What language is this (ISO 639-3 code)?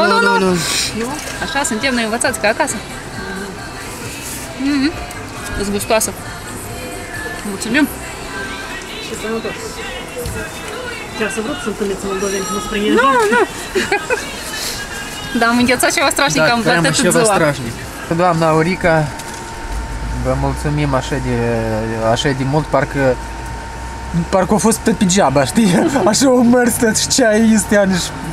ron